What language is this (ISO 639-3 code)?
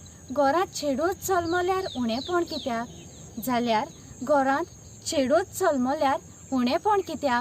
kok